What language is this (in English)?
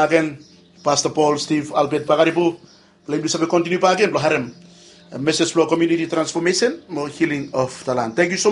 Bislama